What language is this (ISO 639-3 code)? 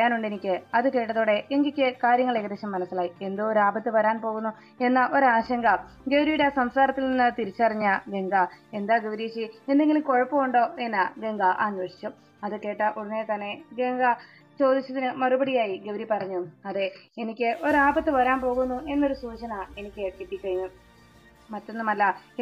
mal